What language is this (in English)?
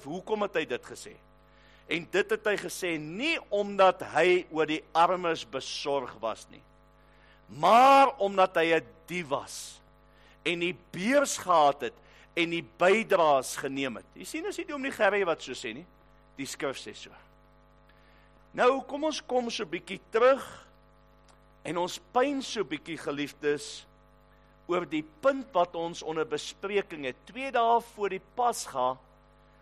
Afrikaans